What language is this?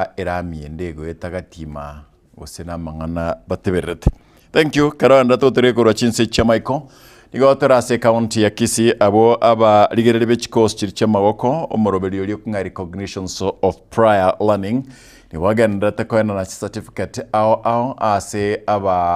Gusii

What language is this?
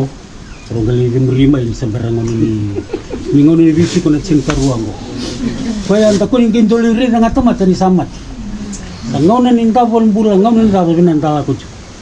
Fijian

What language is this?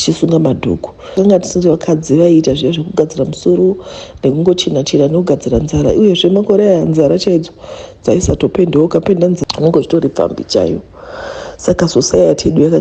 Shona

